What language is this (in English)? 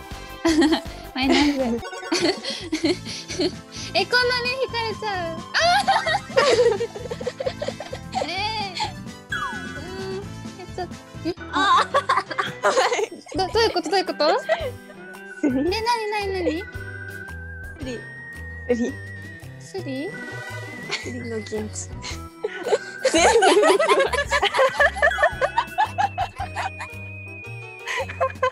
Japanese